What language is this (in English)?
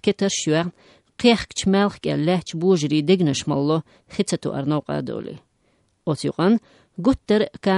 Chechen